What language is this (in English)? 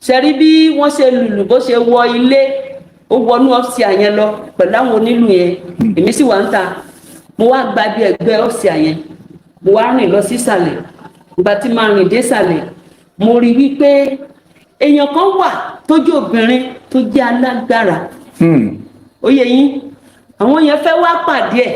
Yoruba